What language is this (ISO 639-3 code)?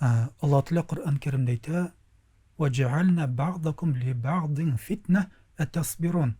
tat